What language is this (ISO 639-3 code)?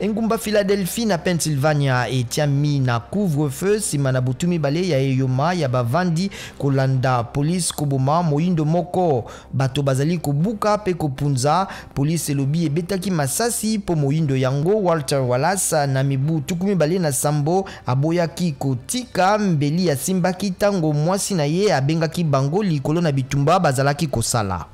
lin